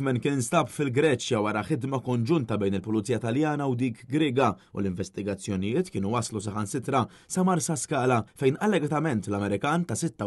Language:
Maltese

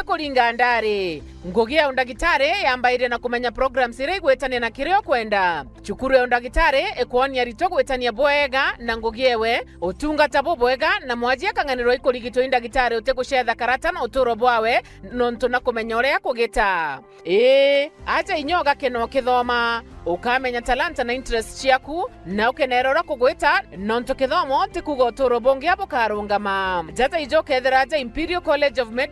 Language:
Meru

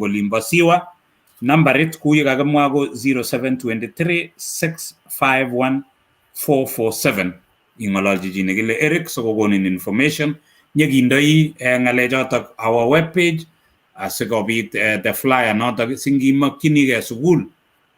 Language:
Kalenjin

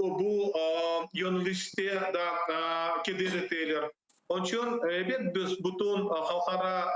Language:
Crimean Tatar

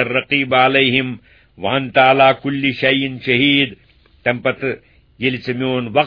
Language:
Kashmiri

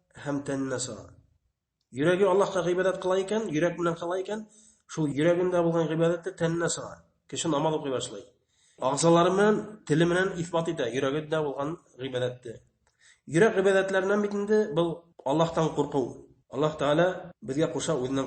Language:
Bashkir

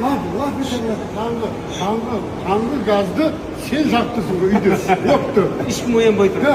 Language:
Kazakh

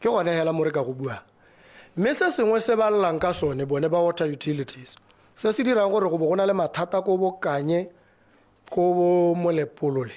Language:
Tswana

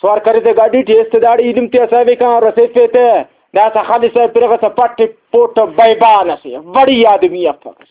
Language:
Brahui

